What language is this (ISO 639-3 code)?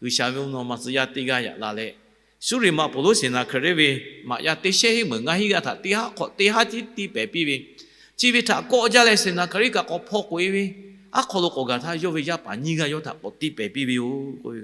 lhu